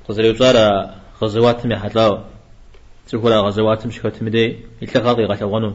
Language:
Kabardian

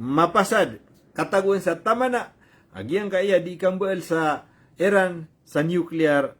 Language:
Maranao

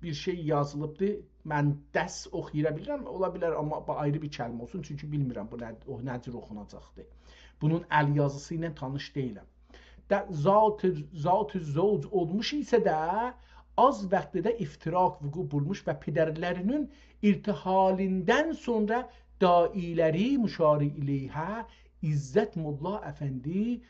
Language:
South Azerbaijani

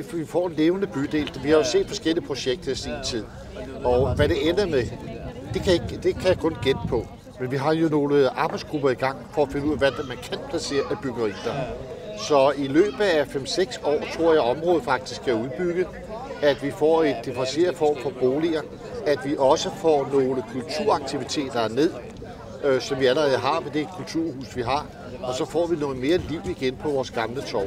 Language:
Danish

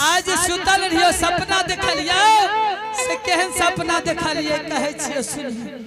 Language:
Angika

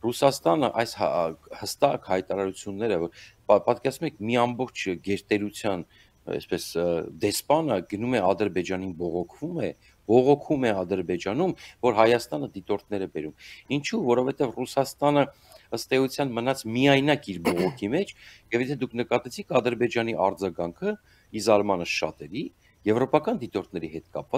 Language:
Armenian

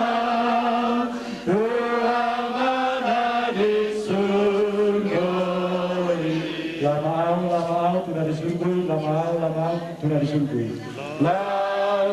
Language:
Batak Toba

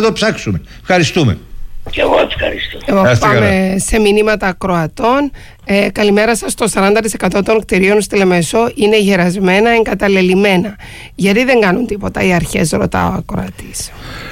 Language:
Greek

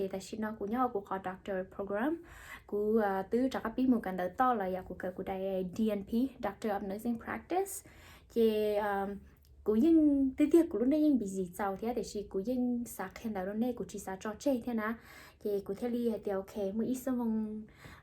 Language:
Hmong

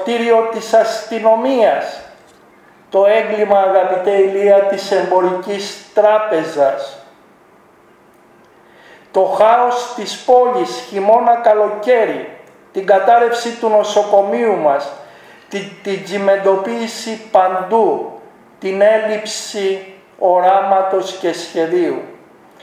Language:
Greek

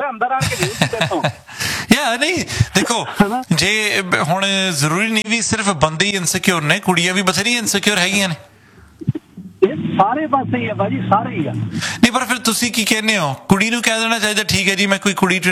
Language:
Punjabi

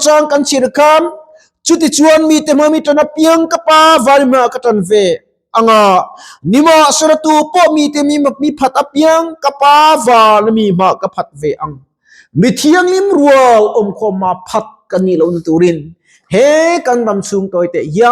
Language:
Mizo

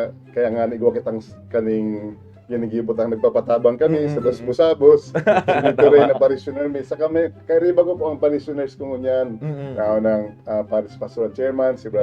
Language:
Bikol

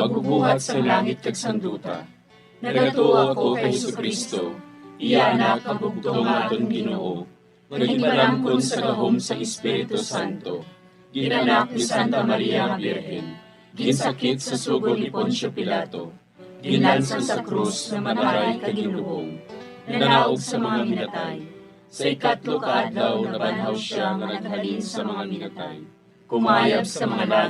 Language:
Hiligaynon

